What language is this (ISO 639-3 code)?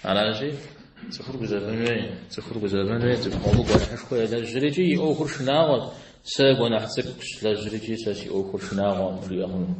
kbd